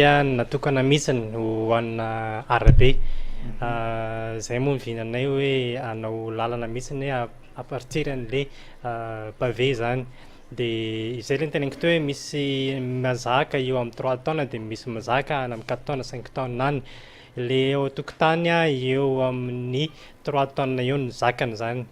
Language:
Malagasy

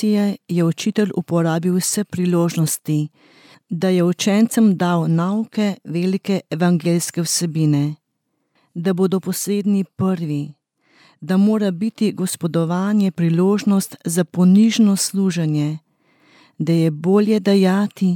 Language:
Slovenian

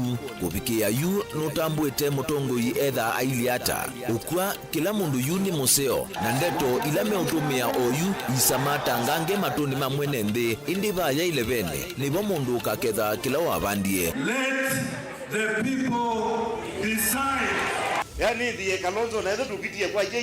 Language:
Kamba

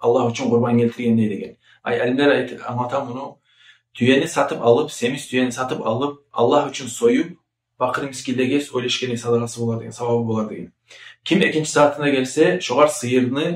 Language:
Kumyk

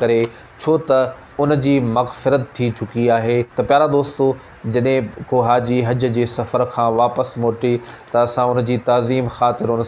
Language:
Sindhi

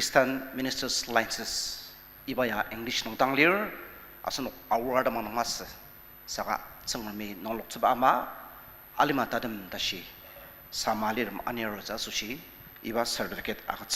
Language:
Ao Naga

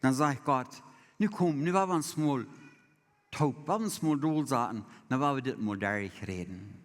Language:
Plautdietsch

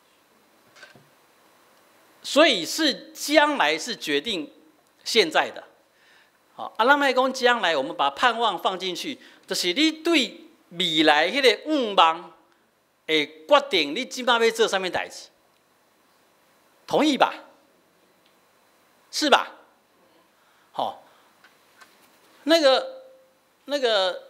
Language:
Min Nan Chinese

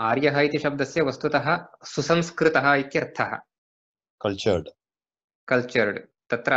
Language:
Sanskrit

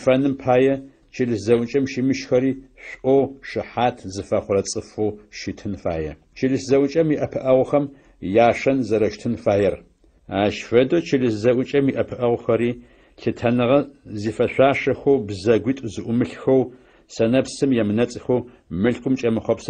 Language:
Adyghe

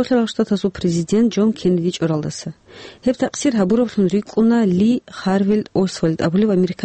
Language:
Avaric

